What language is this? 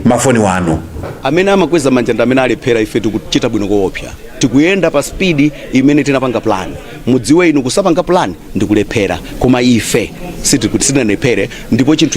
Nyanja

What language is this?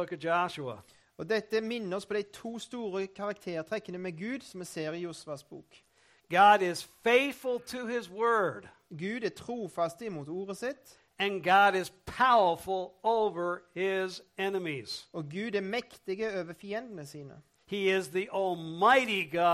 Norwegian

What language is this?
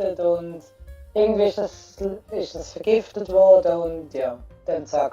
Swiss German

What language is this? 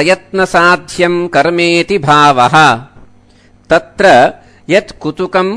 Sanskrit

